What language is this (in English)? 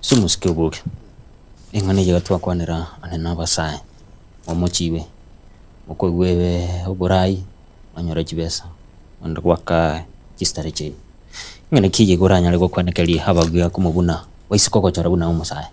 Gusii